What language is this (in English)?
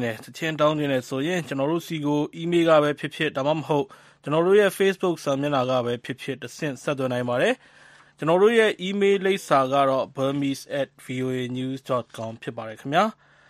Burmese